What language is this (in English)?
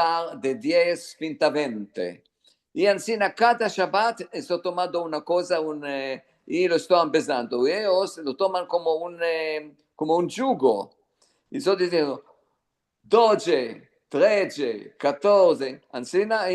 Ladino